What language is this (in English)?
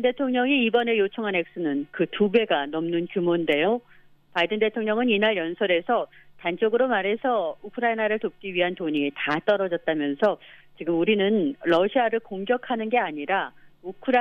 Korean